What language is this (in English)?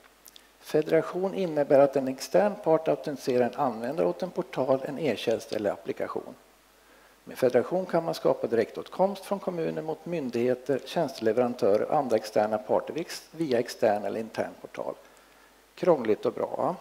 Swedish